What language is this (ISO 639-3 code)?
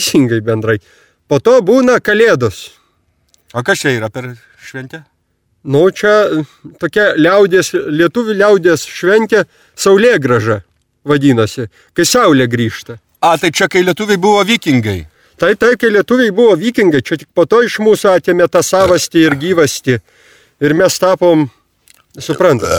lit